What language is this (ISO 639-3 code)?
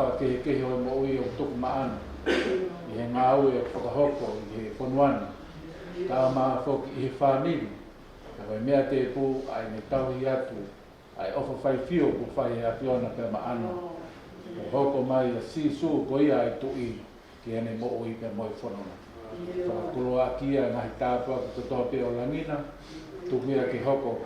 ton